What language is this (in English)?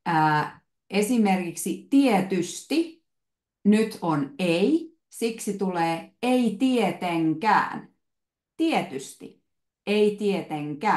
Finnish